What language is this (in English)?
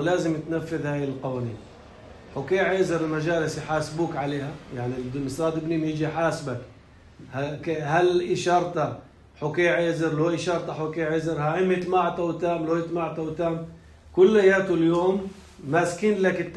North Levantine Arabic